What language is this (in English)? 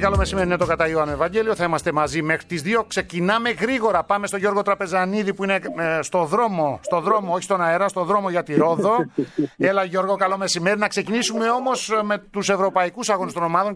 Greek